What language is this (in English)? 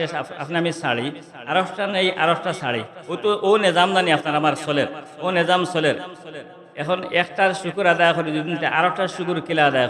Sylheti